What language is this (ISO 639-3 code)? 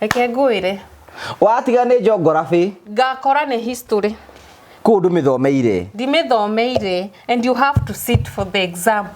kik